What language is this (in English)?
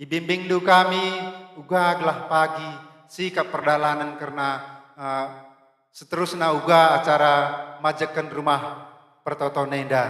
Batak Karo